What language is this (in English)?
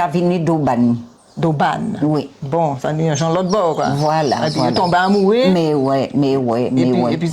Guadeloupean Creole French